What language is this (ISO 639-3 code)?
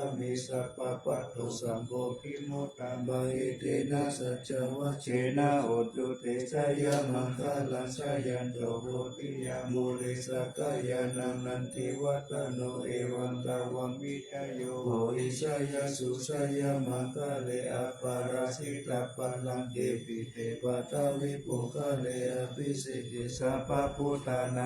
pli